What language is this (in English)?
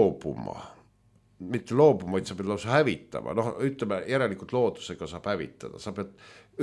Estonian